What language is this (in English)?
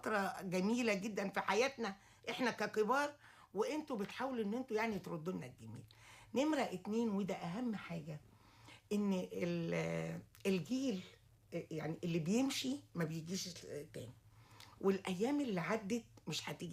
Egyptian Arabic